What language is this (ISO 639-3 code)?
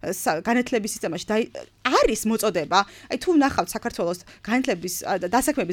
kat